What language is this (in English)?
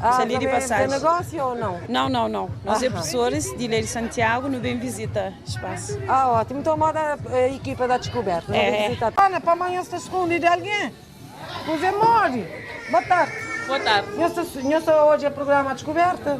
Kabuverdianu